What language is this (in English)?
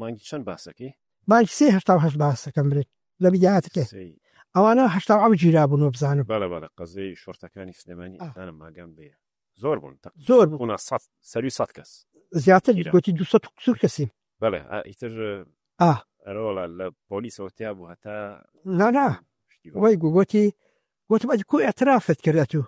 Central Kurdish